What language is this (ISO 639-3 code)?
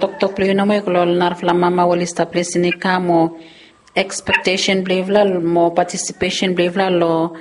bis